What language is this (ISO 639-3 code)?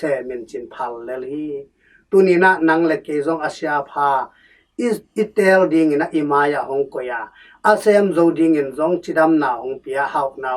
ctd